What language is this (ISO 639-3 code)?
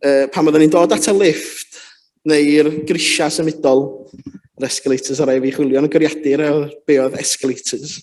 cym